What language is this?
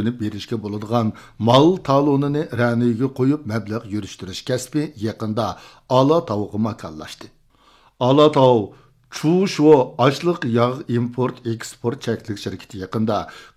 Uyghur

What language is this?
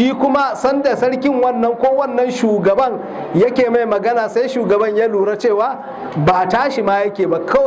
Hausa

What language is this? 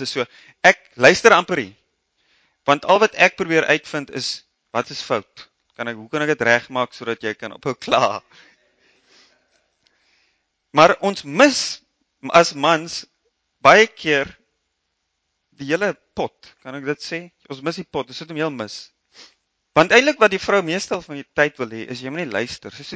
Afrikaans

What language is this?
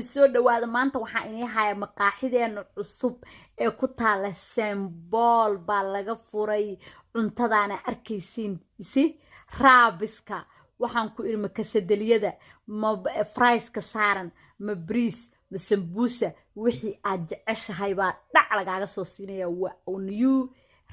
Somali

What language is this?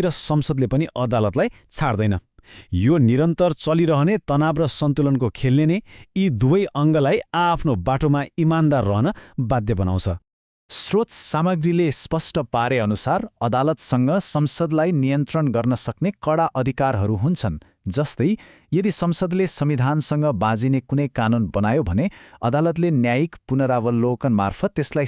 Nepali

